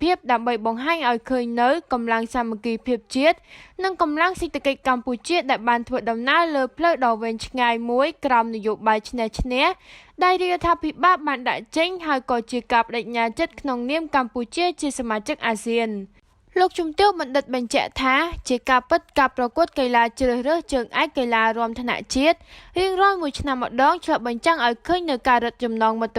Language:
Khmer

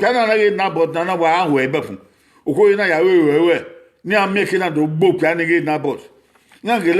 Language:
Bini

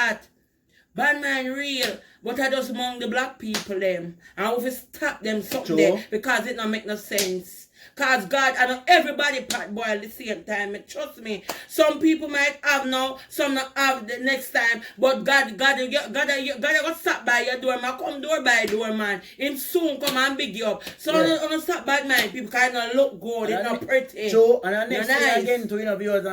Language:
Jamaican Creole English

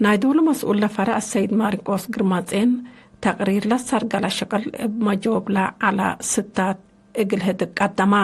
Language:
Tigre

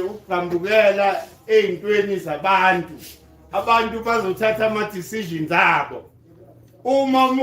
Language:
Zulu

